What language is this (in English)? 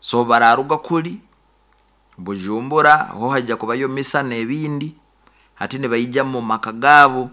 Nyoro